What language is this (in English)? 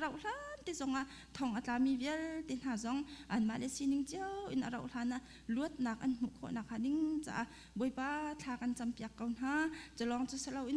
Hakha Chin